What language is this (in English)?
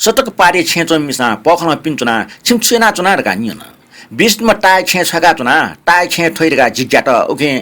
Newari